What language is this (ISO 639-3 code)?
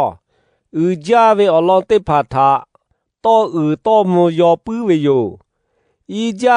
lhu